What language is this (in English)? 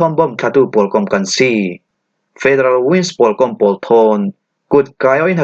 Falam Chin